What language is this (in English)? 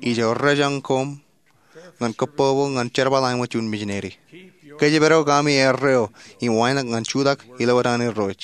Marshallese